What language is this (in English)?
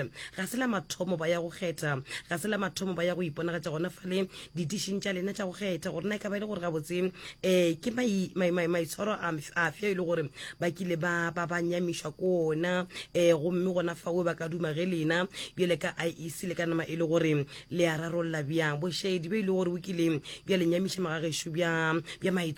Northern Sotho